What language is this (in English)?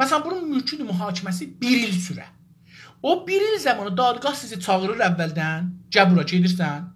South Azerbaijani